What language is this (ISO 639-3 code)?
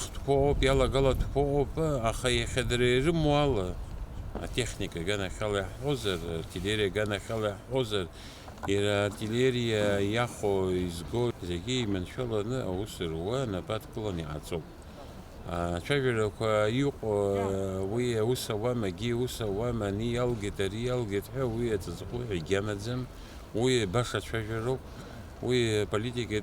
abk